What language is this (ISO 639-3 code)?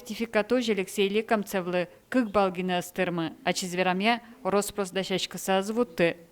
udm